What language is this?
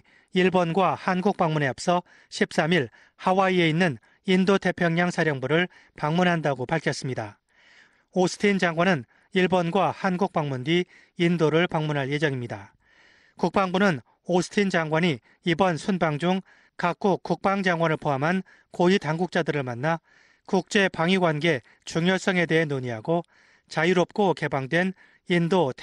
Korean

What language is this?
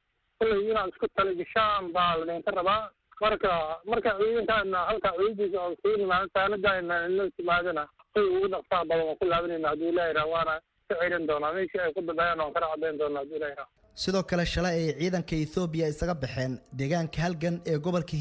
Somali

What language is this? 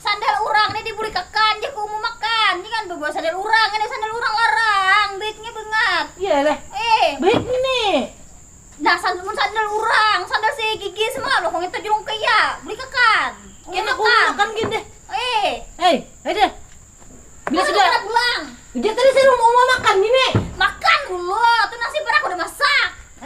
Banjar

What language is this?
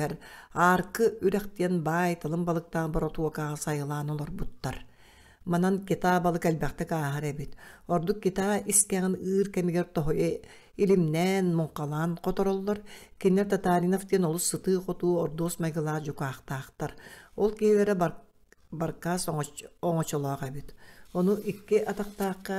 Yakut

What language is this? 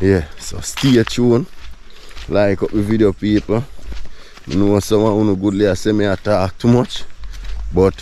Jamaican Creole English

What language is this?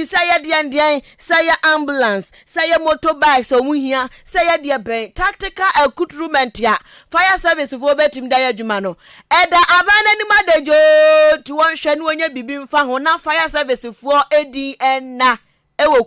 Akan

